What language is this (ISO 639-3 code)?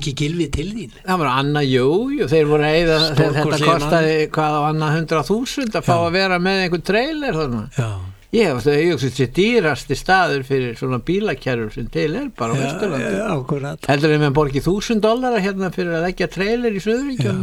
isl